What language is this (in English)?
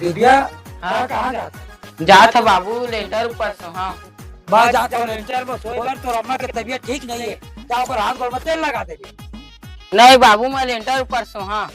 Chhattisgarhi